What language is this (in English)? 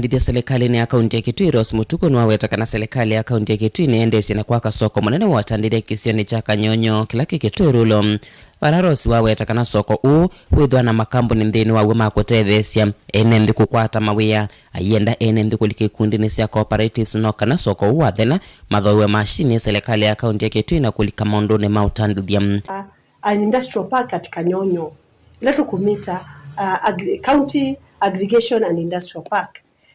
Kamba